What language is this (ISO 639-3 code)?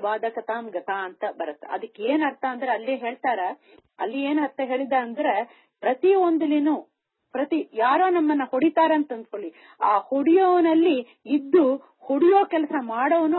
kan